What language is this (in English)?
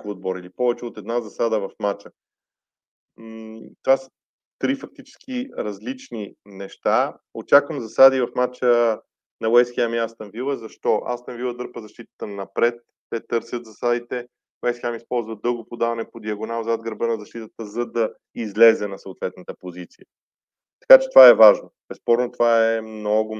Bulgarian